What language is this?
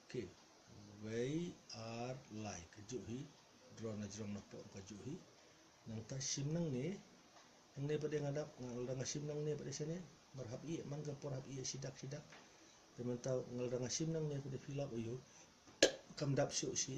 Khasi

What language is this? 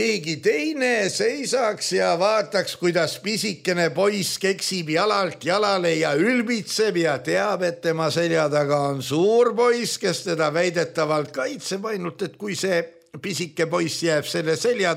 Estonian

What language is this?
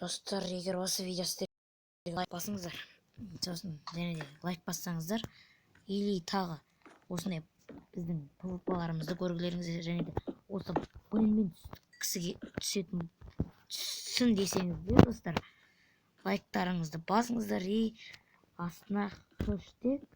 Kazakh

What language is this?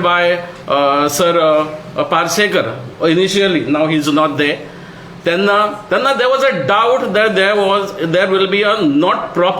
Konkani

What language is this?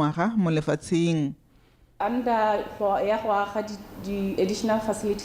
Tswana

